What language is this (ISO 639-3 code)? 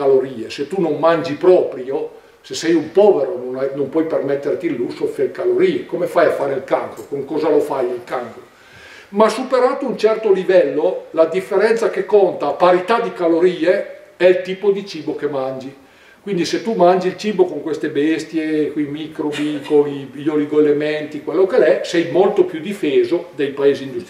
ita